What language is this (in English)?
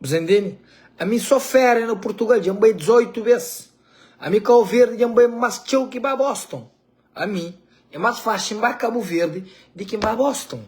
Kabuverdianu